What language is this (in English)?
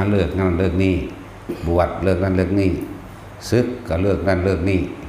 Northeastern Thai